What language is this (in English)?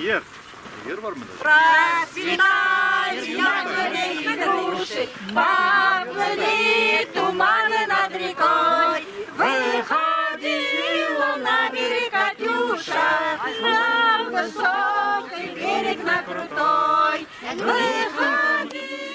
Bashkir